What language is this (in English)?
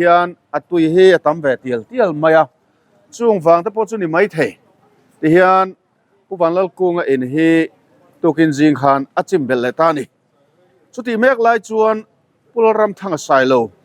Mizo